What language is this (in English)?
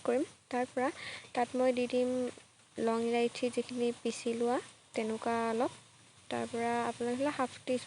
Assamese